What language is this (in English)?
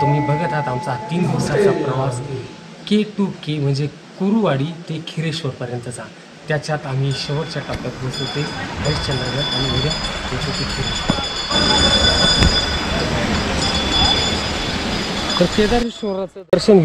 Marathi